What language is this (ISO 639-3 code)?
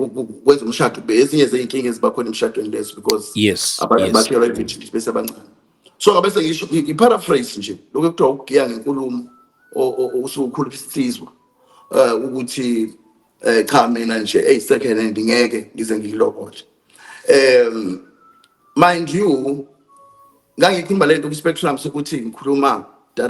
zul